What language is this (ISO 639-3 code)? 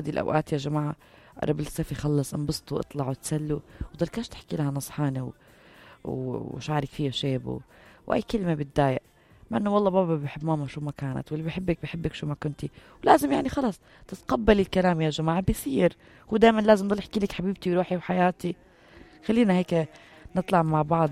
apc